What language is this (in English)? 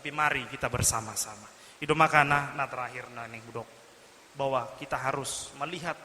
Batak Toba